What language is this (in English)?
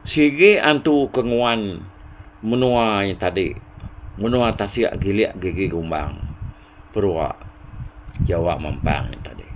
Iban